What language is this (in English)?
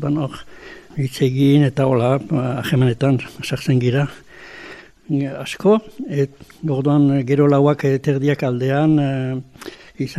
Basque